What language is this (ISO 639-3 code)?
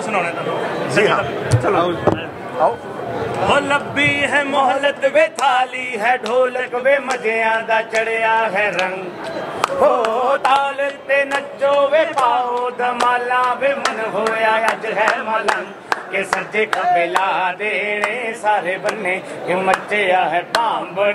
pan